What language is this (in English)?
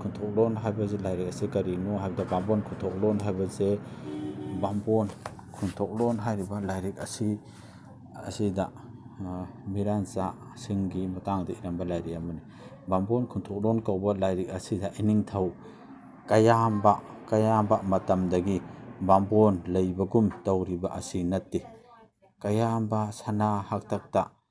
Manipuri